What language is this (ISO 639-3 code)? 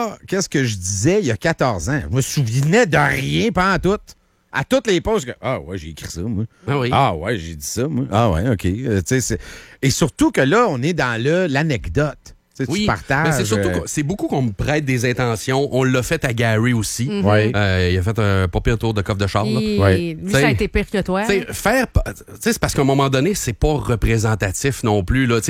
fra